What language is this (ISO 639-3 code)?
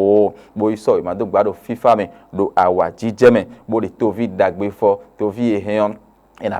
fon